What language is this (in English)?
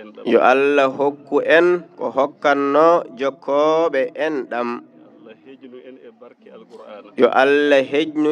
Fula